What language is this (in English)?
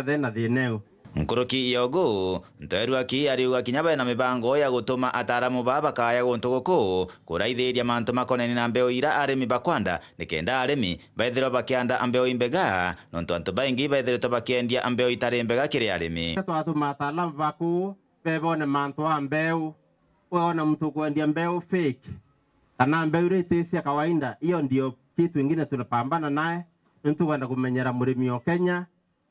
Meru